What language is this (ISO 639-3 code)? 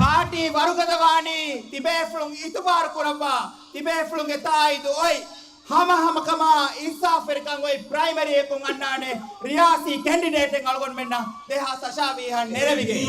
div